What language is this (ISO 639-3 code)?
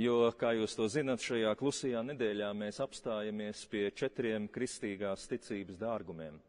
lav